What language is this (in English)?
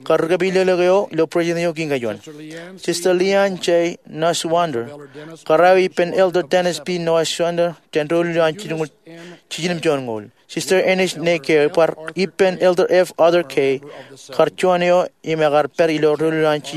Marshallese